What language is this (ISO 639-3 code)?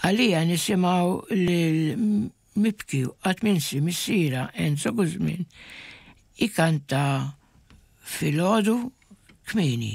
mlt